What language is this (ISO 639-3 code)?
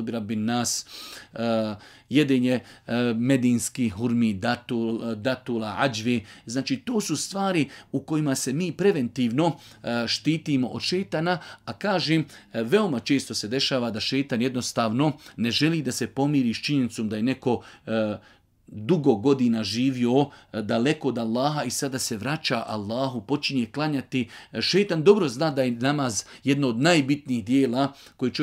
bos